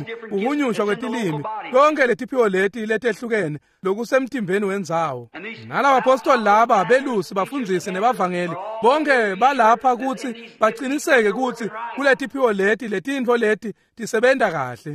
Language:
Swati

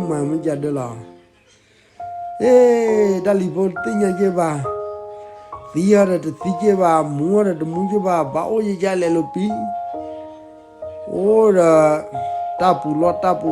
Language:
S'gaw Karen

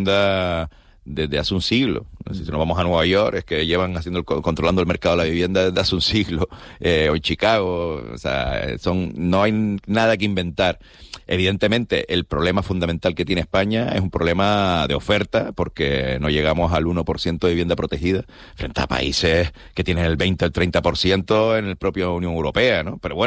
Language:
Spanish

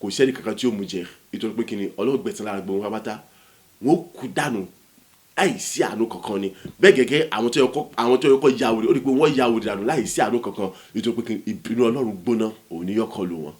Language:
Yoruba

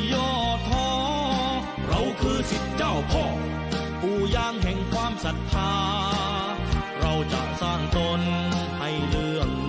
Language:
Thai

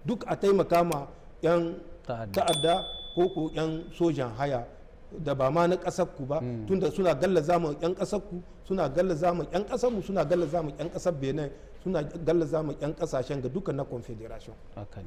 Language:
Hausa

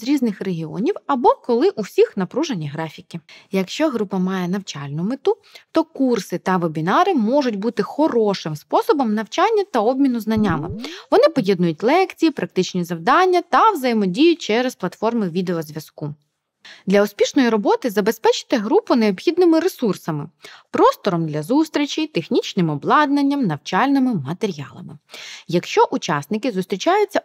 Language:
Ukrainian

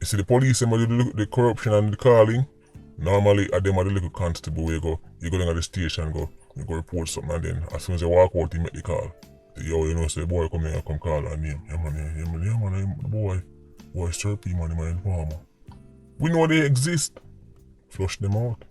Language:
Jamaican Creole English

